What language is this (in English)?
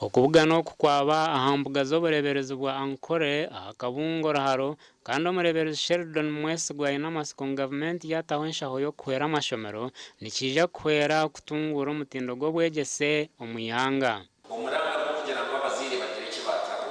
Nyankole